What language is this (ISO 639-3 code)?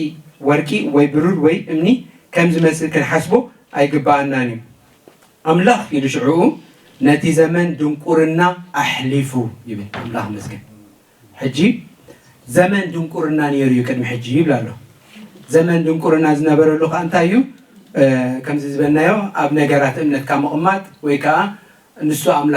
tir